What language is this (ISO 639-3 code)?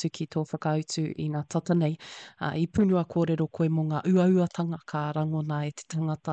mri